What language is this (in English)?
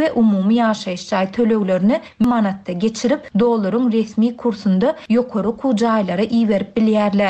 Turkmen